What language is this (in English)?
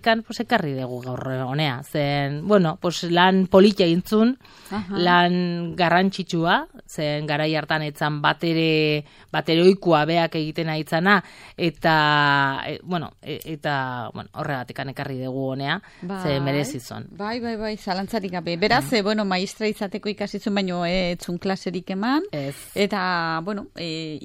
Basque